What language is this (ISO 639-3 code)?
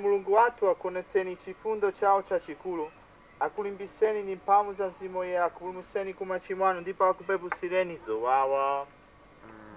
nya